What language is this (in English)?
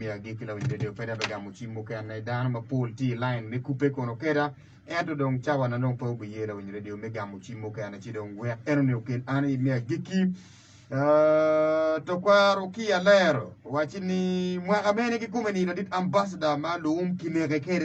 Acoli